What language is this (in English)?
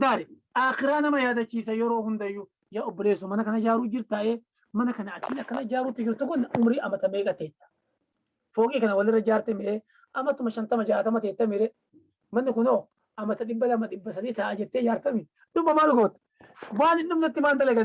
Oromo